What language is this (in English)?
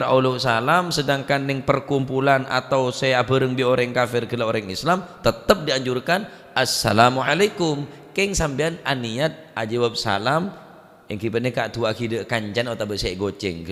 Madurese